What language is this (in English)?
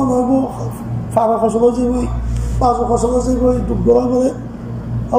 Rohingya